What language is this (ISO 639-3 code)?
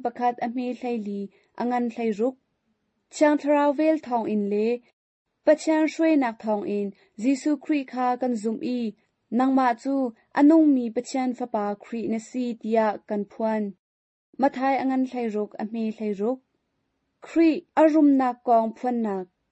cnh